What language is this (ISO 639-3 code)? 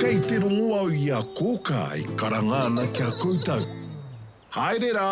mri